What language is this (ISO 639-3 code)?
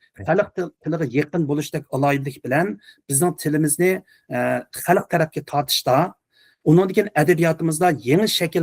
uig